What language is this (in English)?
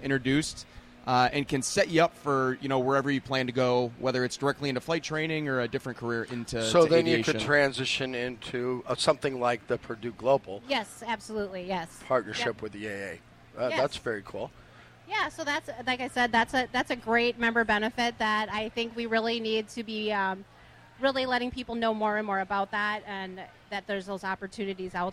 English